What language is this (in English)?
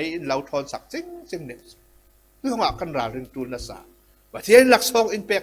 Falam Chin